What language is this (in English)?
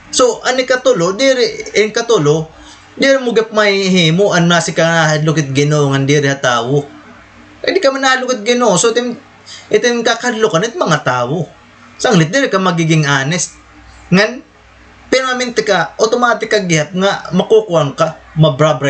Waray